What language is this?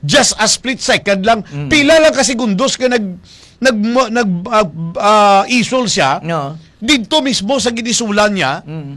Hiligaynon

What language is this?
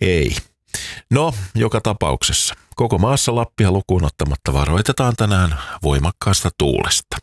Finnish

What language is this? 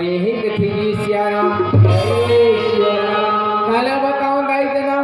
Chhattisgarhi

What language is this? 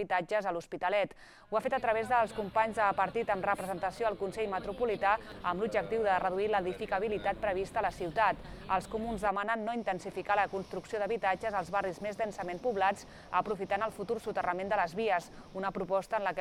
Catalan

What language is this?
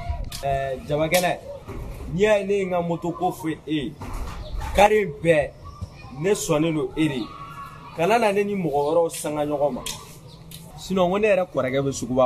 Bambara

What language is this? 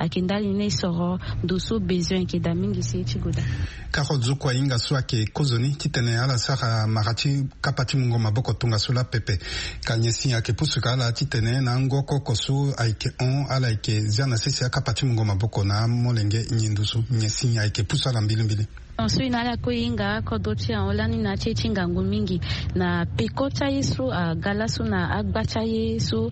Sango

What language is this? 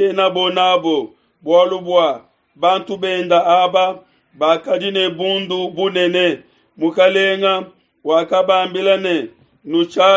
Luba-Lulua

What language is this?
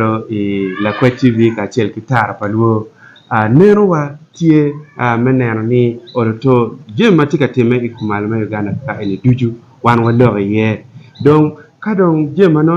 Acoli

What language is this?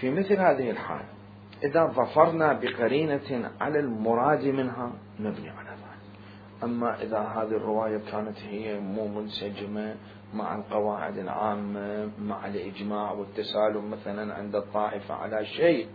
Mesopotamian Arabic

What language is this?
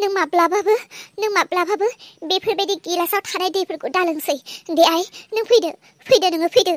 Bodo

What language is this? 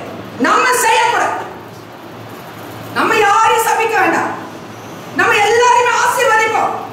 Tamil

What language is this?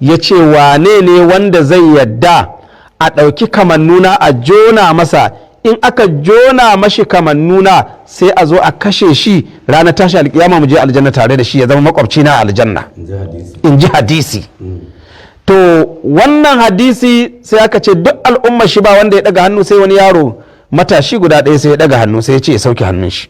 Hausa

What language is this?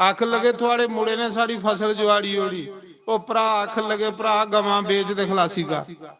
Dogri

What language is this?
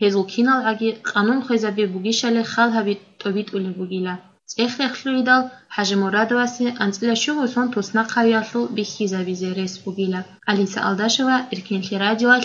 Avaric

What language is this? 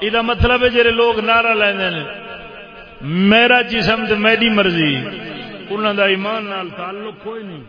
Saraiki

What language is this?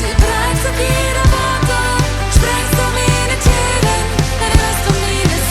Plautdietsch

